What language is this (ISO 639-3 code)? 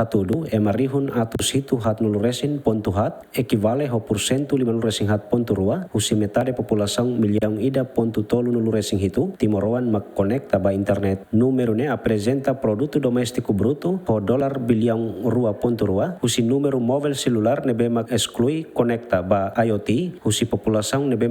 tet